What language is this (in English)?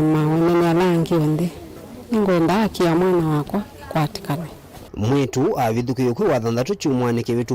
Kamba